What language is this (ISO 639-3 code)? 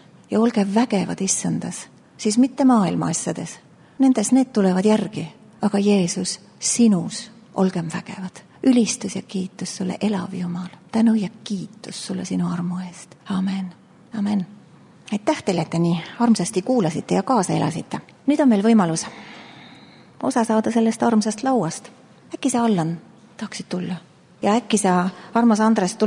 est